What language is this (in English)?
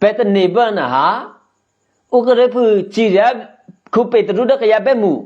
Eastern Kayah